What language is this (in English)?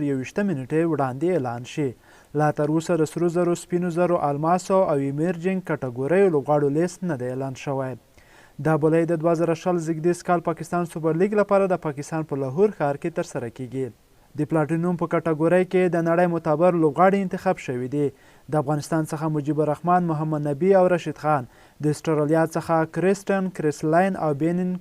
Pashto